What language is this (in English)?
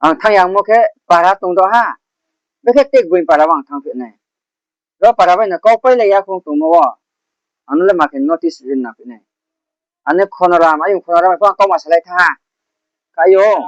Riang (India)